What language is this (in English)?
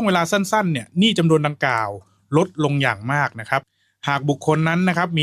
Thai